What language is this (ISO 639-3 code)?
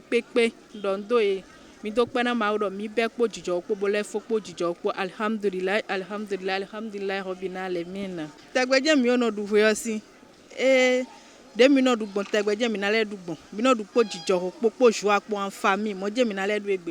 fon